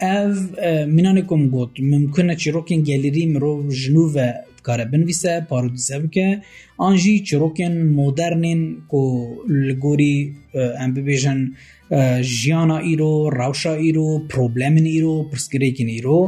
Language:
Kurdish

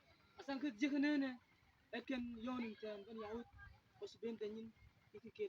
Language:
Mabaan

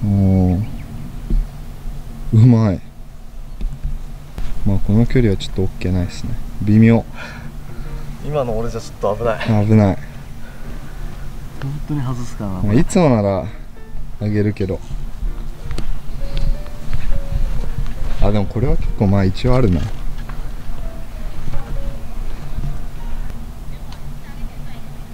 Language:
Japanese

